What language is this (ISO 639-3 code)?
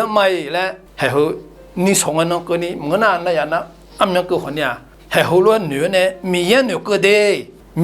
ahk